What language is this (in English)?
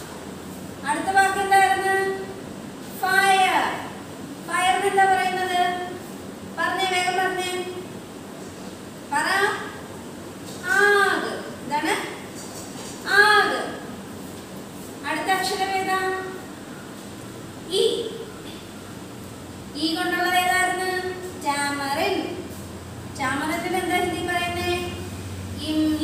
Malayalam